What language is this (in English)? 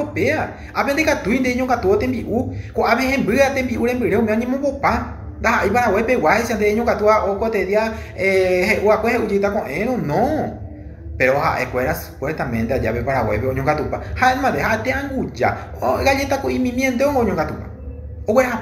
Guarani